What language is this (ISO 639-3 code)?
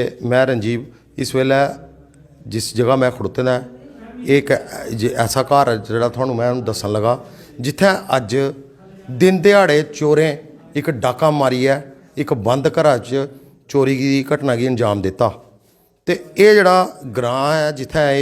doi